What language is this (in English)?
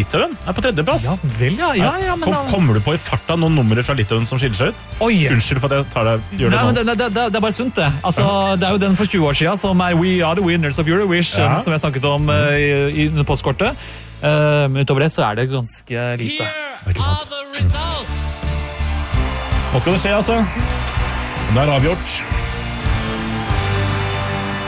Norwegian